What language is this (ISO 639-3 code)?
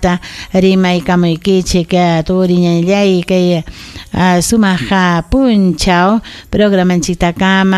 quy